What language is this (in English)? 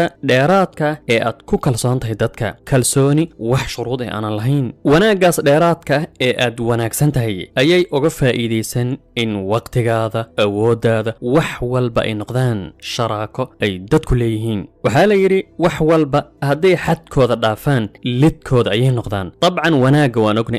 Somali